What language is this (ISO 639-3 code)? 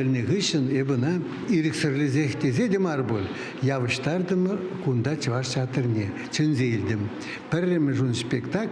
chv